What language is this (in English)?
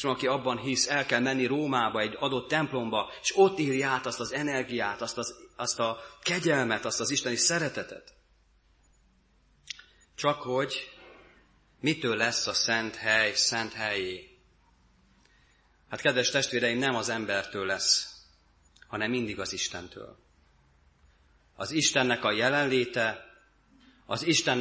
Hungarian